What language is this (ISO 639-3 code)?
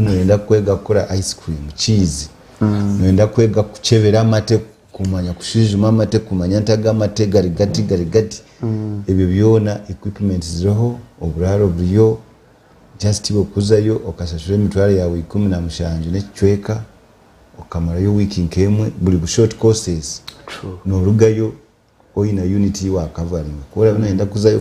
nyn